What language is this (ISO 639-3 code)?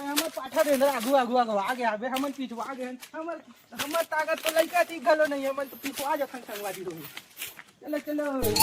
hne